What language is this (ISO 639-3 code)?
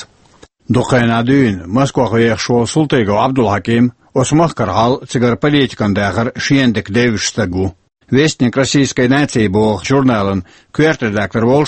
che